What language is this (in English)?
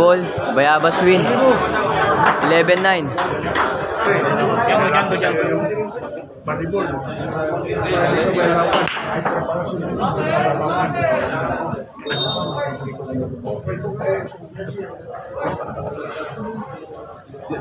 Filipino